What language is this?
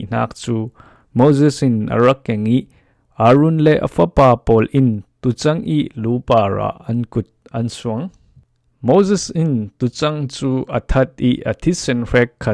Falam Chin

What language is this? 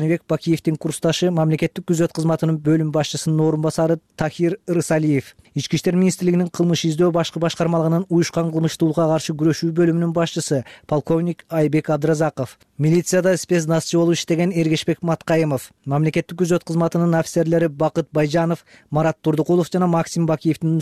Kyrgyz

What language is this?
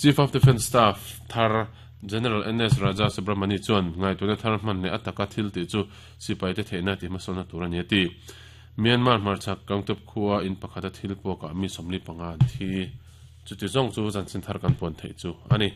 Mizo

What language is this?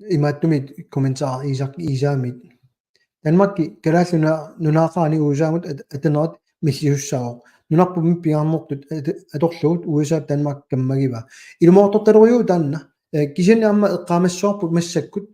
Kalaallisut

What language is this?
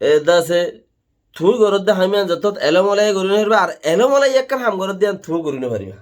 Rohingya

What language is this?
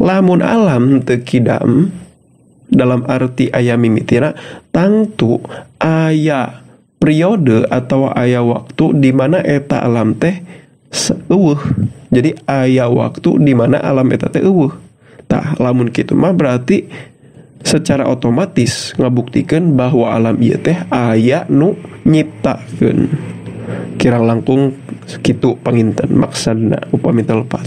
Sundanese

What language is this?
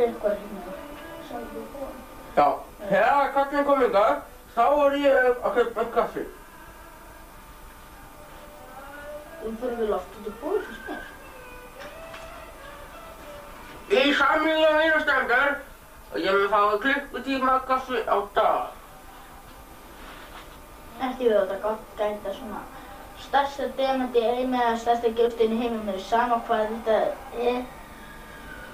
Icelandic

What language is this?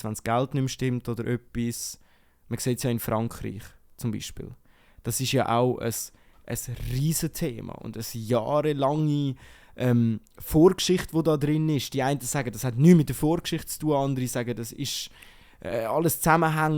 Swiss German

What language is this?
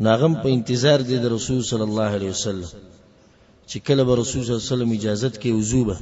Pashto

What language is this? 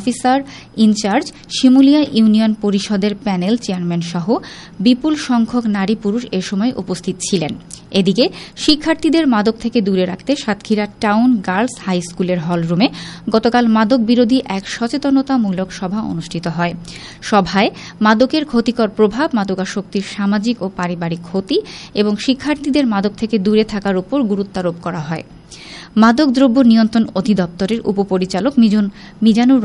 Bangla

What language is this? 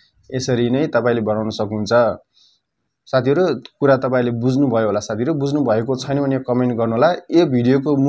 Nepali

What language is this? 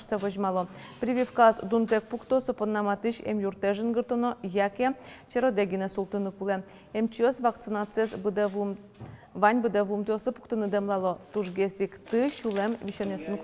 Udmurt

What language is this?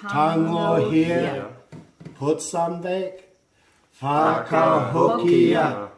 Māori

